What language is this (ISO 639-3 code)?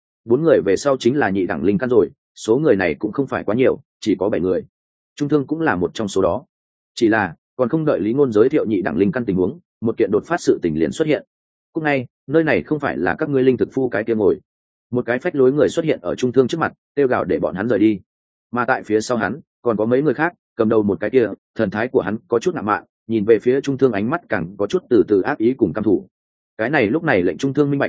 vie